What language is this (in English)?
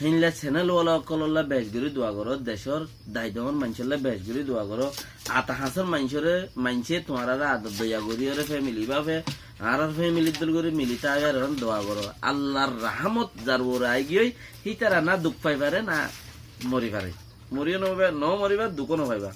Rohingya